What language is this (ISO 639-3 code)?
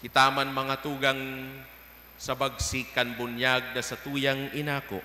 bik